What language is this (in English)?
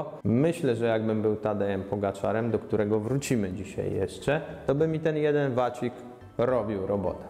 Polish